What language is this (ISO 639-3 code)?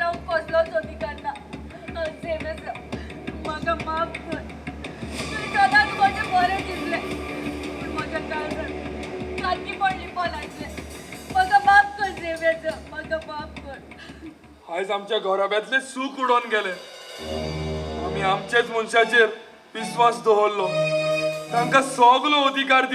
kok